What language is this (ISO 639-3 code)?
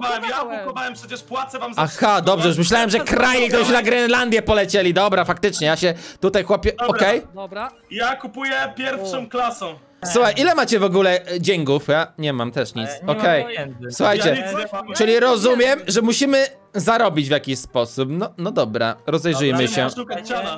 pol